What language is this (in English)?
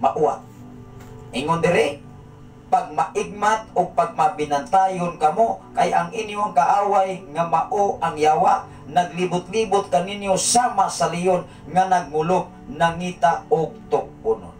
Cebuano